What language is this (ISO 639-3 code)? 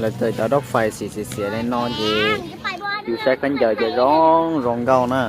hmn